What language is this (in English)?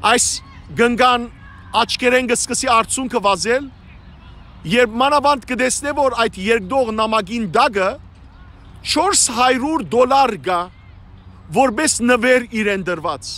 Western Armenian